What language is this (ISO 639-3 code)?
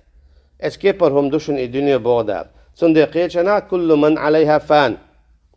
che